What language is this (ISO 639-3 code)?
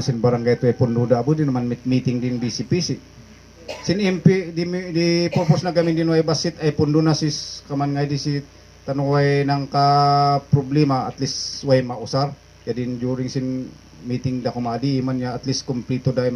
kne